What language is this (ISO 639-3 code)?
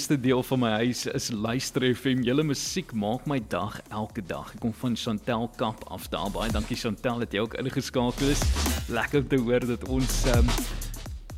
afr